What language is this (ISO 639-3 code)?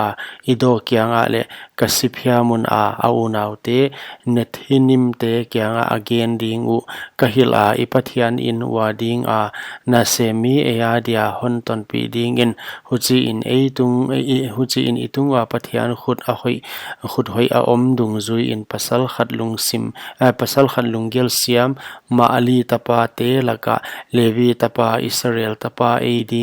pck